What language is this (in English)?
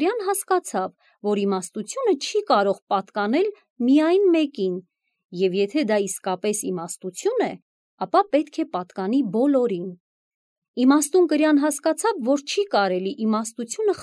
Armenian